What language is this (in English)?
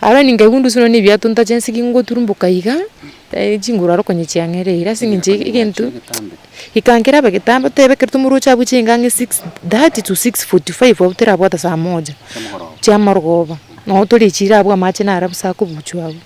Gusii